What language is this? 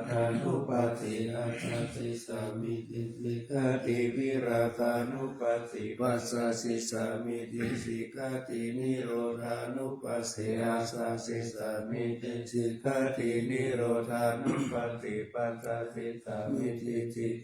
Pali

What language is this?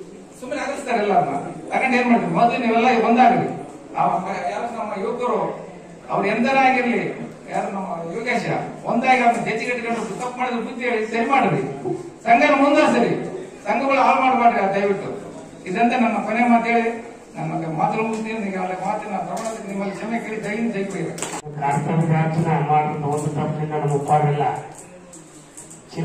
Kannada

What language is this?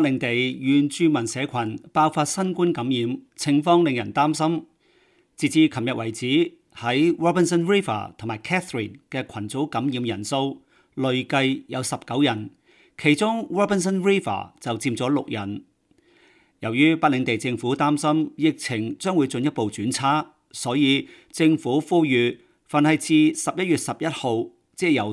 Cantonese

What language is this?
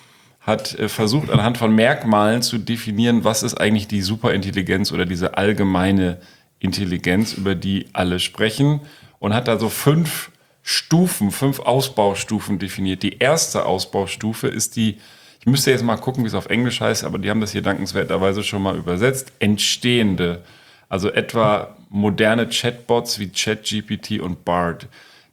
German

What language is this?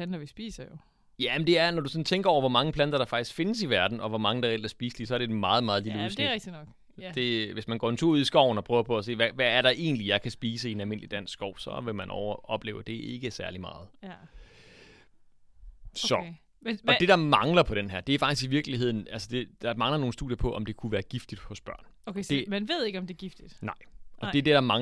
Danish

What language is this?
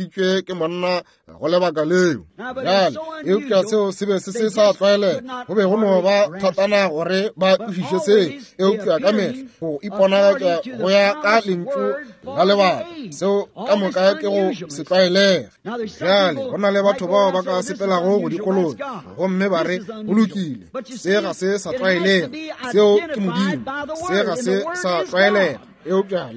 Northern Sotho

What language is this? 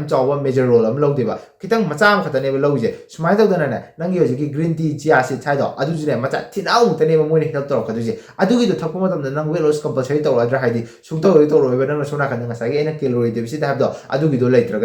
Manipuri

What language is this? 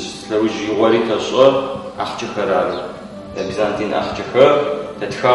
Adyghe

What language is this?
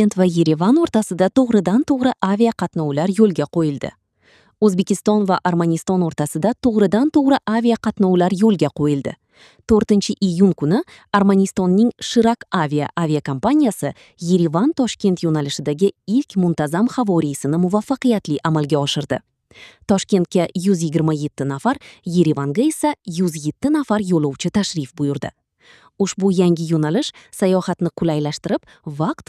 Uzbek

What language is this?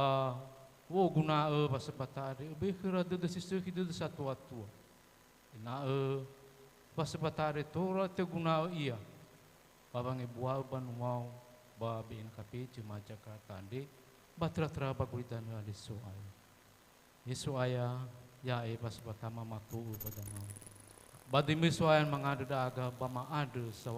Nias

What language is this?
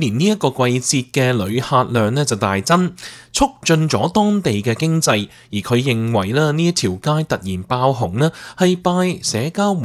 Cantonese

